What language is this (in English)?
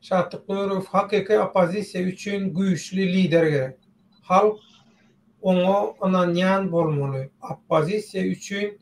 Turkmen